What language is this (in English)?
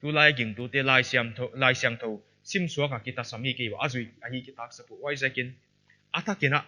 Paite Chin